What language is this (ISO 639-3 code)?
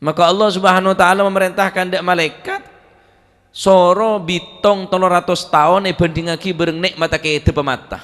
mad